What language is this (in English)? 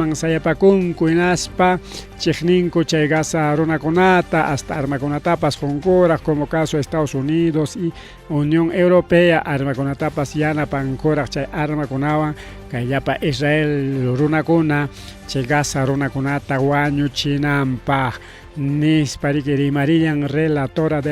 Ayacucho Quechua